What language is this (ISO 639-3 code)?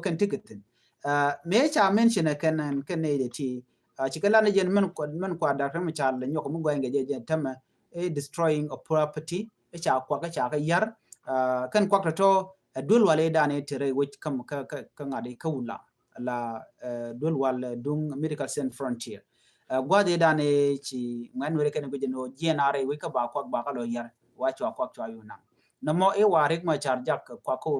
nus